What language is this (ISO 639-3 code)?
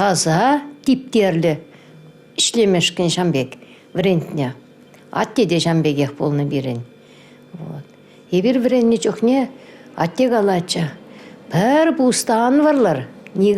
chv